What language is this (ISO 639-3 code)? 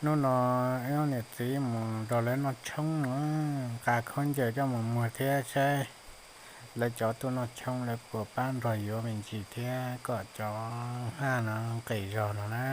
hmn